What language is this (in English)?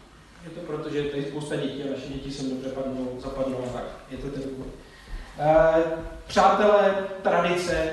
Czech